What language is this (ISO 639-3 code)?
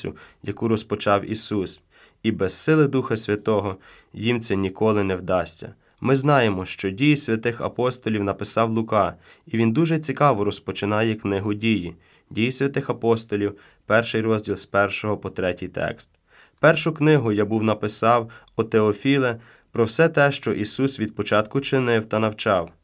ukr